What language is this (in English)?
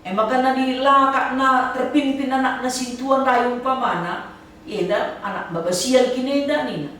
Batak Karo